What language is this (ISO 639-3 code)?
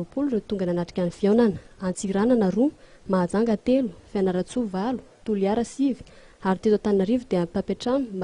mlg